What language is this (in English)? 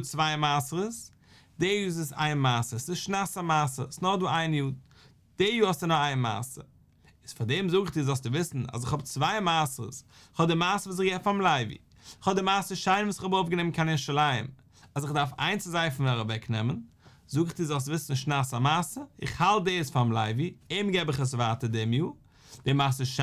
Yiddish